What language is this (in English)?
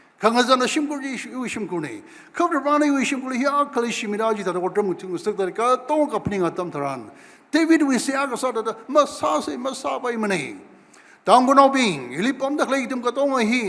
Tangkhul Naga (India)